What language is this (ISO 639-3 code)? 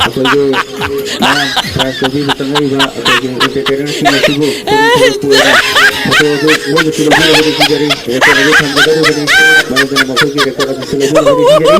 mni